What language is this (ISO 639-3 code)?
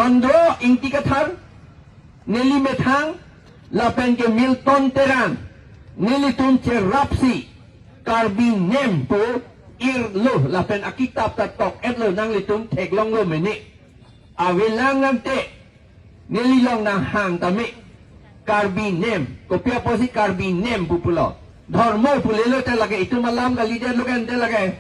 mjw